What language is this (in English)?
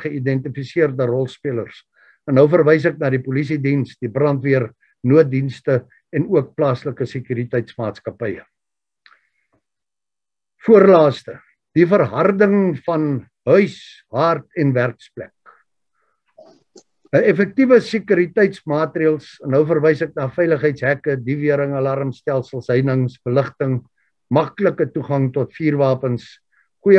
Afrikaans